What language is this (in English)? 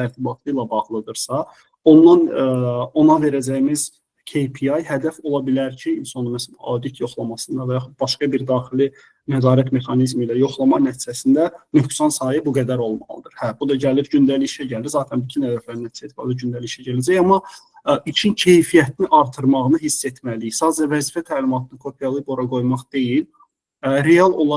Azerbaijani